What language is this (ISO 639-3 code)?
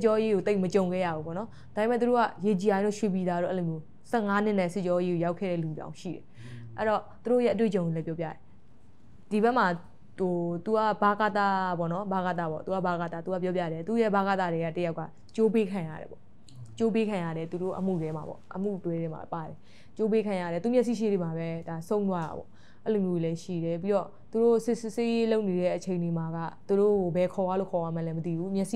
mya